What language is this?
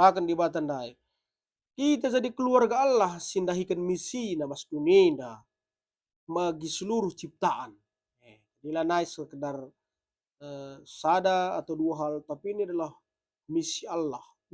Batak Karo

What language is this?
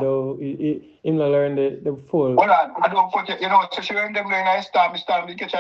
Jamaican Creole English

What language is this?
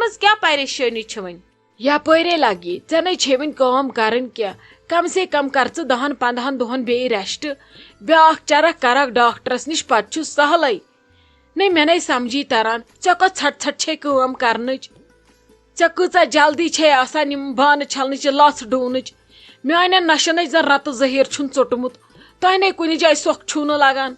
Kashmiri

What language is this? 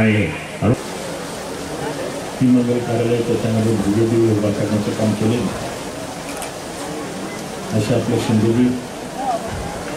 Marathi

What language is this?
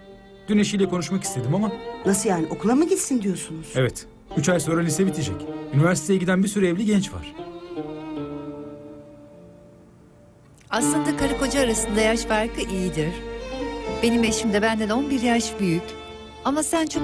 Turkish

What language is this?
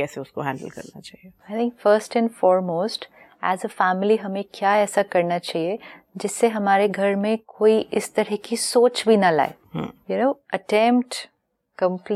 Hindi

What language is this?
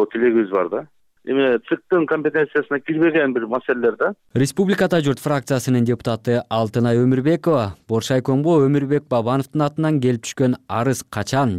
Kyrgyz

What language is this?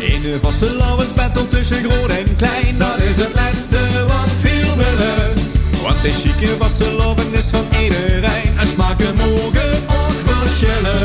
Limburgish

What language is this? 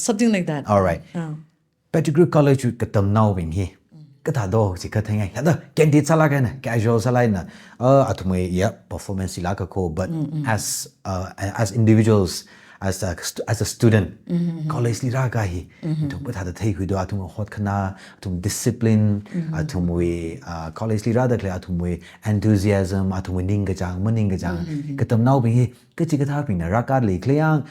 Tangkhul Naga (India)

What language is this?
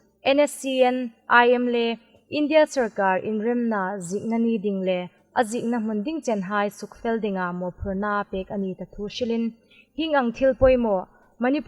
Hmar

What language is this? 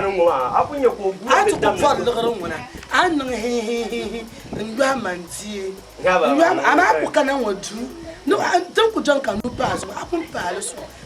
Dagbani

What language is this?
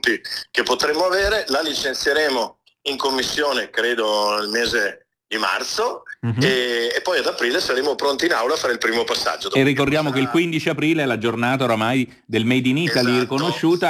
Italian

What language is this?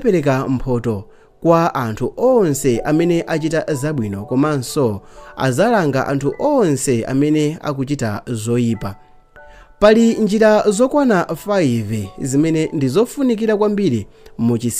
Nyanja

